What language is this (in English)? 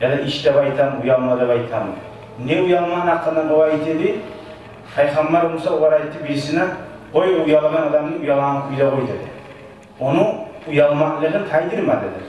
Kumyk